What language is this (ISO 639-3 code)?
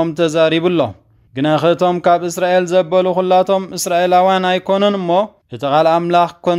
tir